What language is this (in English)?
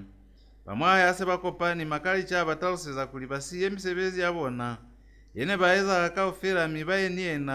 Lozi